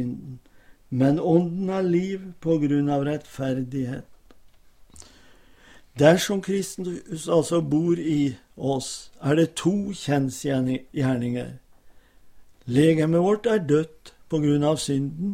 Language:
Norwegian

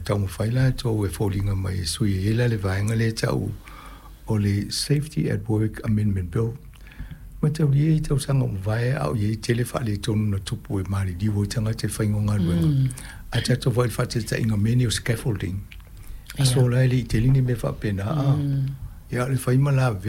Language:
Samoan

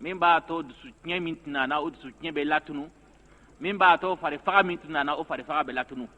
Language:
Bambara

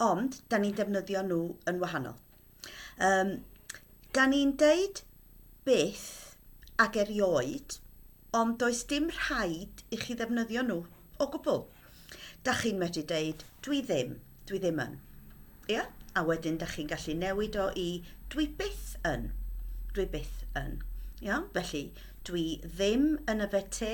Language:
Welsh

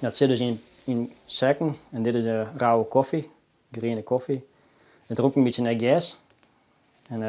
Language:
Western Frisian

